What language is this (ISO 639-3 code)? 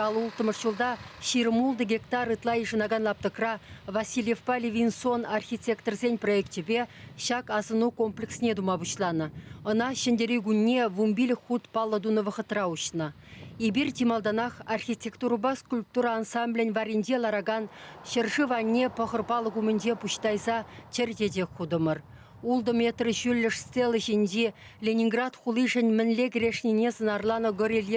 chv